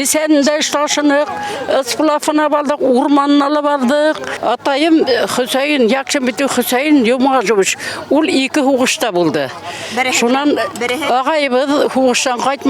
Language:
Bashkir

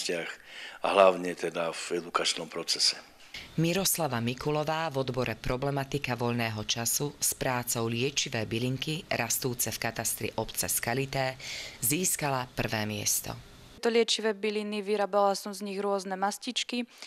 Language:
Slovak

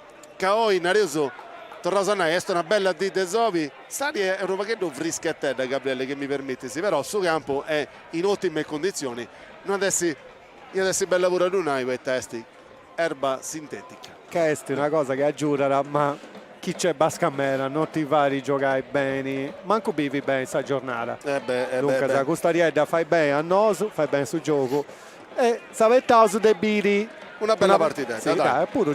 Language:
Sardinian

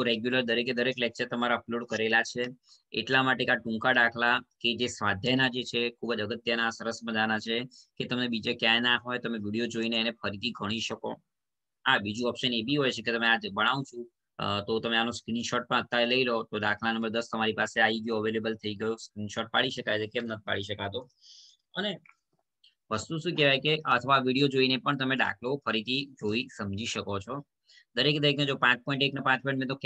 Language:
Gujarati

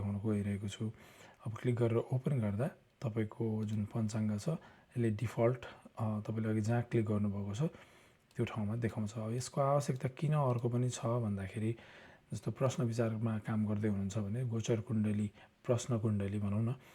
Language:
Nepali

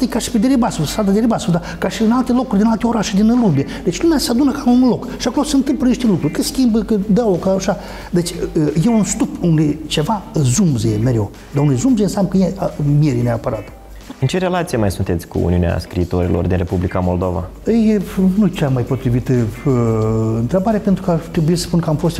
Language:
Romanian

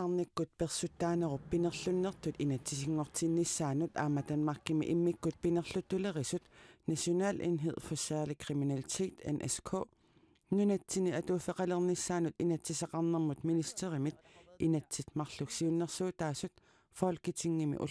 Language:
Kalaallisut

